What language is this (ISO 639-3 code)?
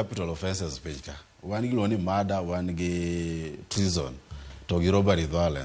luo